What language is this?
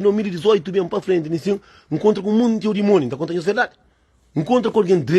Kabuverdianu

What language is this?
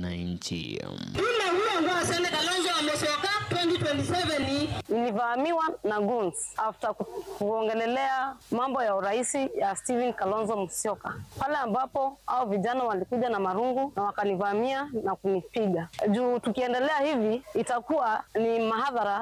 Gusii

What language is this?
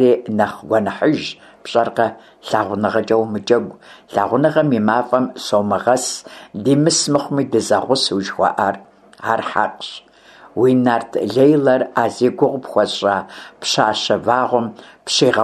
Kabardian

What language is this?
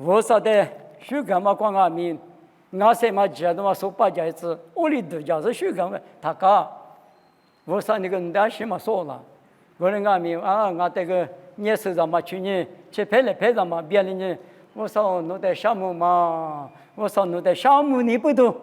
Lisu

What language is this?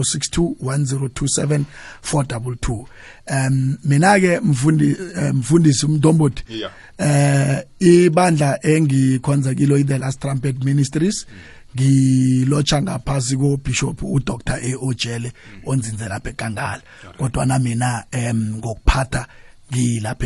South Ndebele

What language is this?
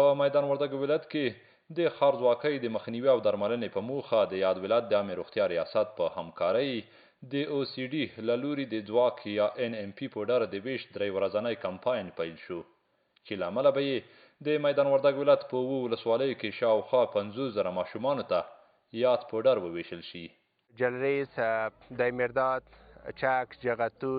Pashto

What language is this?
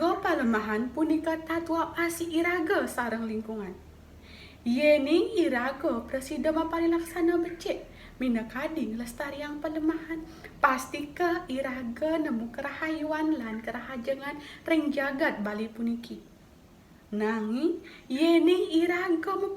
Balinese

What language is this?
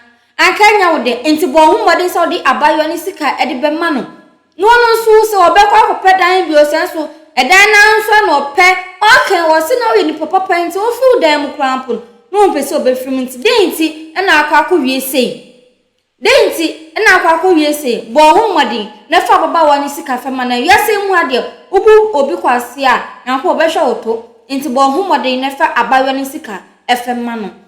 Akan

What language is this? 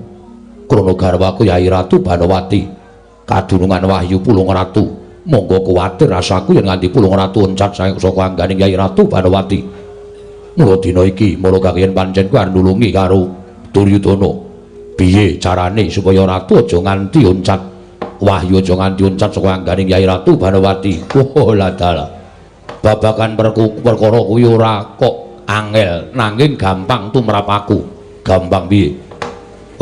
Javanese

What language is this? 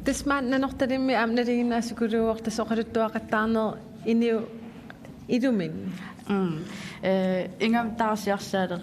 Kalaallisut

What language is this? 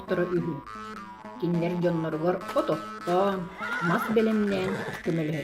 Yakut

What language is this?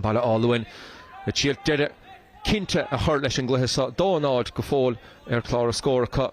Irish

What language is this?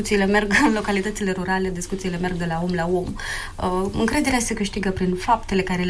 Romanian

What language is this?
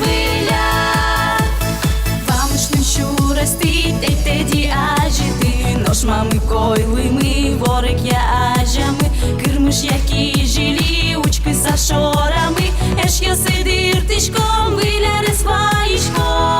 Udmurt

